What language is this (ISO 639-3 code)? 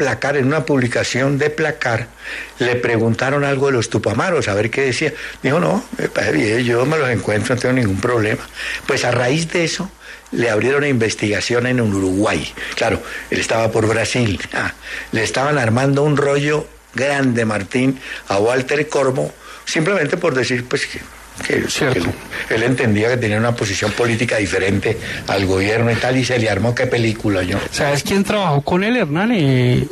spa